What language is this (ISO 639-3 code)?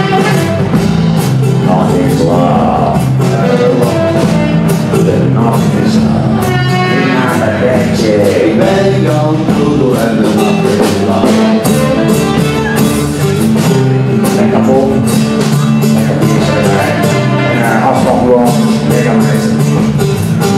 nld